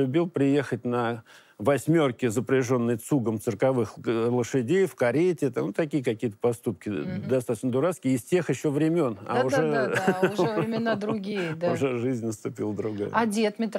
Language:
Russian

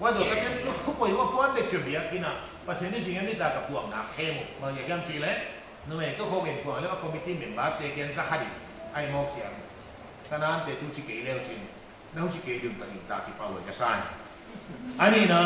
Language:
Paite Chin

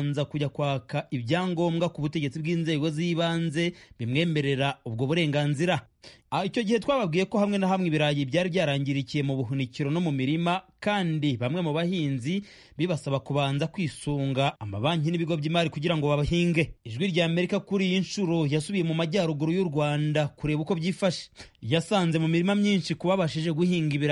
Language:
Kinyarwanda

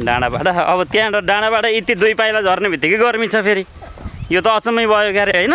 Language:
Nepali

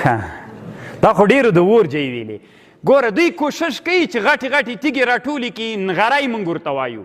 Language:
Pashto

